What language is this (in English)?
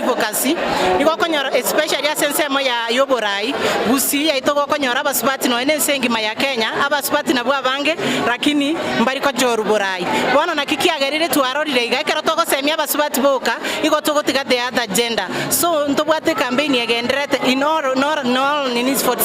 Gusii